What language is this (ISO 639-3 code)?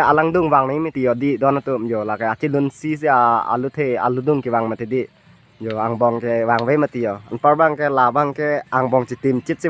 mjw